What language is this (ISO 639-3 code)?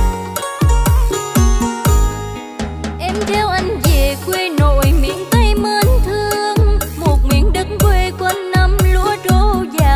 vie